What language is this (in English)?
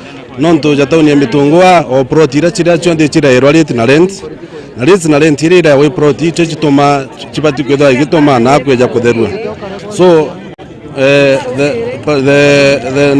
Meru